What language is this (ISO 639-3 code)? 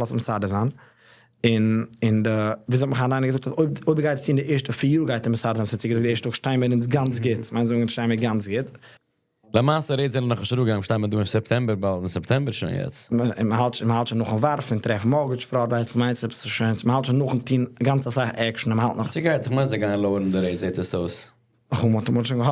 yid